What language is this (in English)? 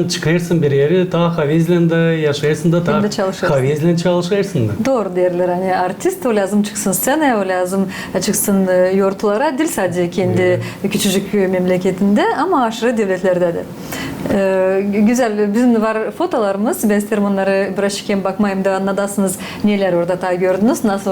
Gagauz